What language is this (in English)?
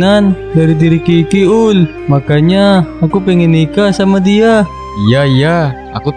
Indonesian